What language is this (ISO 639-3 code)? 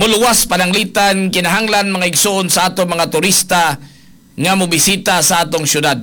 ceb